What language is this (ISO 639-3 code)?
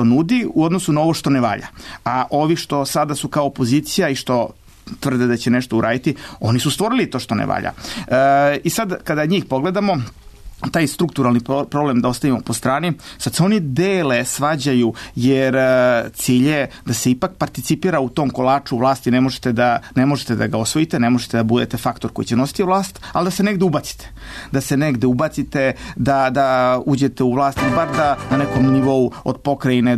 srp